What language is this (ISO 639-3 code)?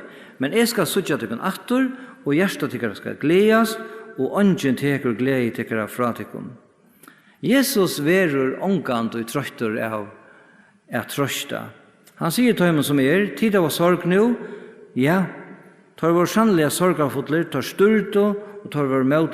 fao